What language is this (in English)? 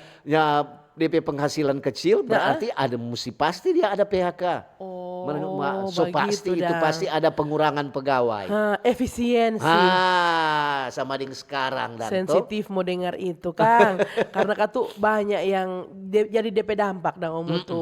Manado Malay